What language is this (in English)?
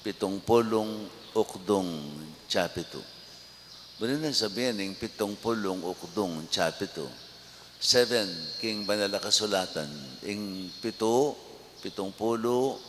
Pampanga